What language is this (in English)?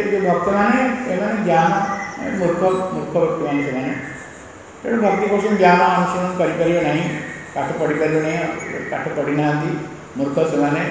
Odia